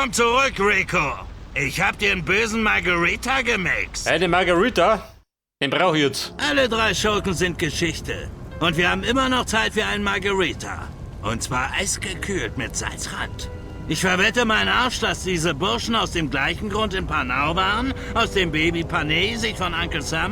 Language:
Bavarian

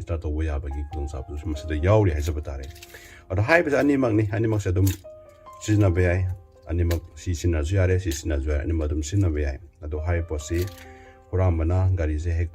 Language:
Manipuri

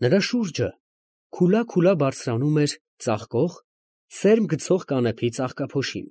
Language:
Armenian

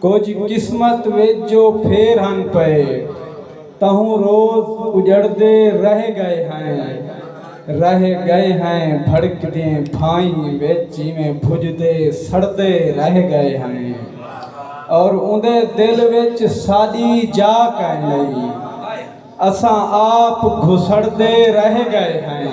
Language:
Saraiki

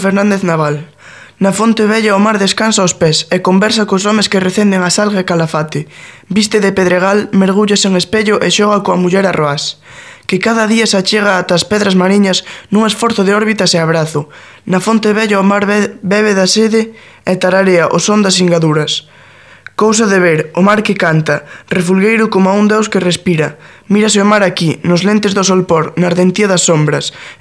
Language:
Galician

